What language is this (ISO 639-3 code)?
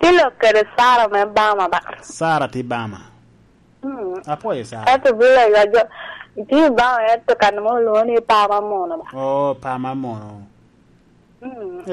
laj